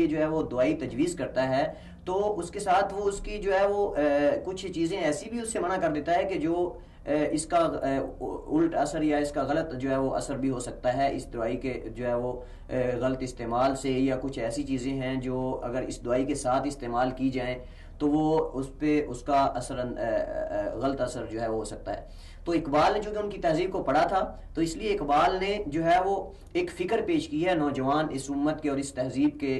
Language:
Urdu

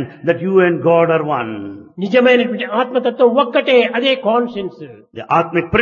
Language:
Telugu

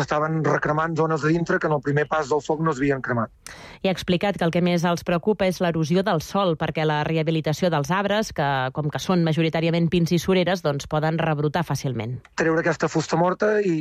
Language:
Catalan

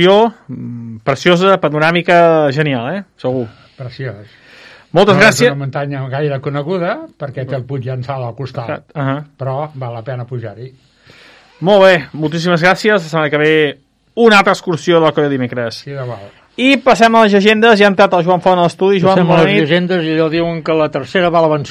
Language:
Catalan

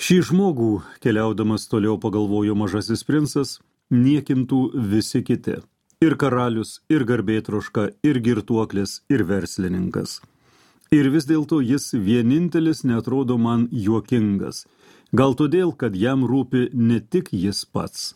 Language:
Lithuanian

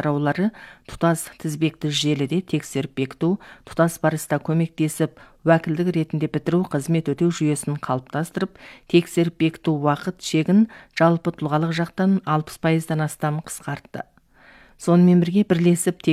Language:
Kazakh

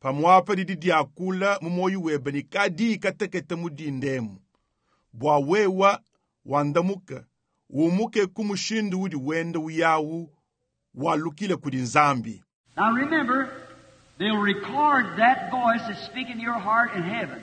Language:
Luba-Lulua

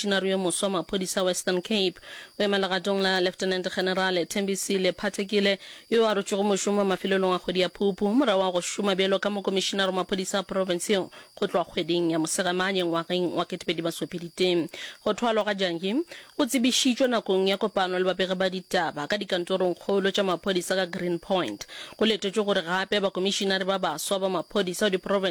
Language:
Northern Sotho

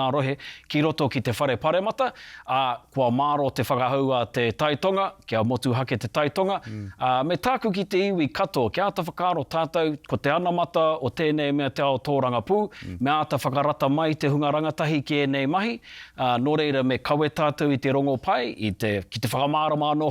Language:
Māori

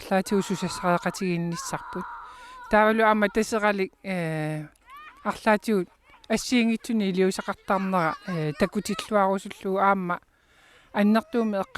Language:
Kalaallisut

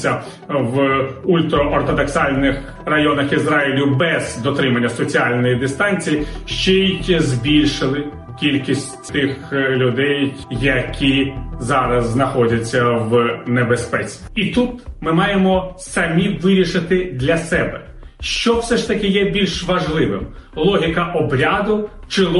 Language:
Ukrainian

